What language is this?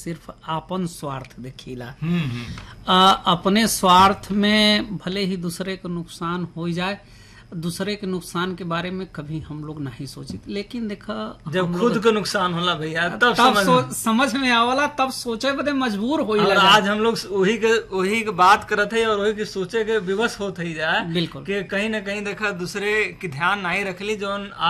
Bhojpuri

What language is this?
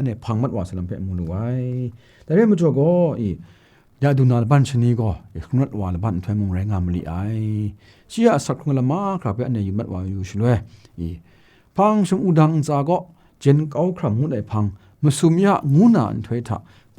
Kachin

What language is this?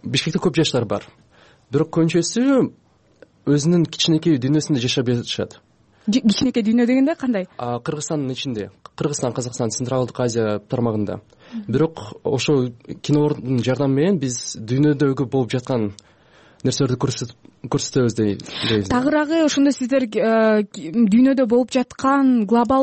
Kyrgyz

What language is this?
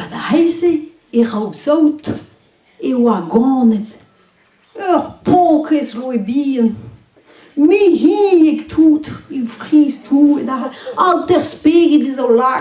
Breton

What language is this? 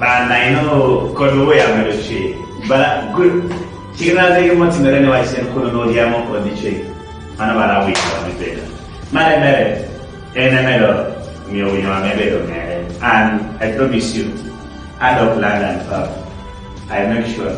Kumam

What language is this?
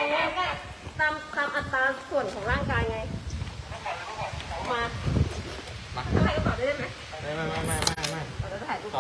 Thai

